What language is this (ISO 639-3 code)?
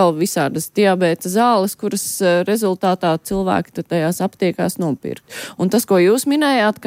lav